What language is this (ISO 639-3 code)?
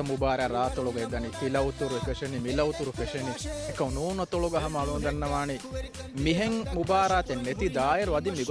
div